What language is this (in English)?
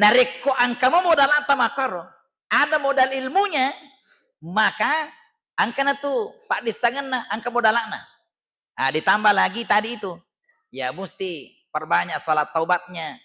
Buginese